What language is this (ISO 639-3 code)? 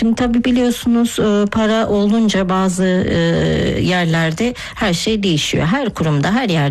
tur